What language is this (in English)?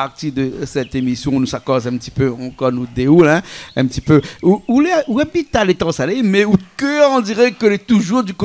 Réunion Creole French